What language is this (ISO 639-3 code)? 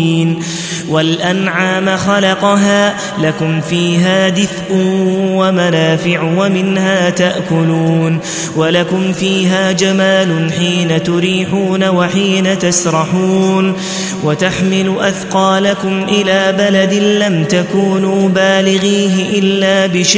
ara